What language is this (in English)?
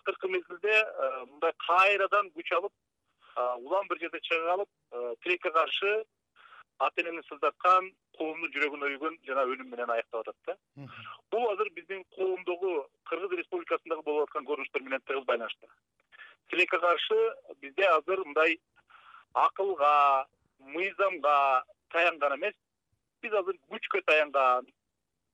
Kyrgyz